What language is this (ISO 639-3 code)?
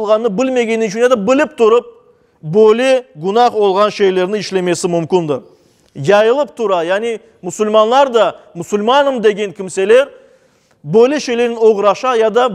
crh